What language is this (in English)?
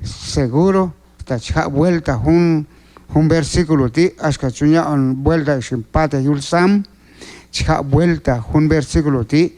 Q'anjob'al